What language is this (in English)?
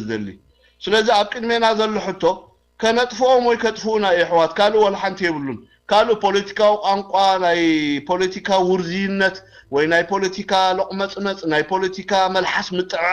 Tigrinya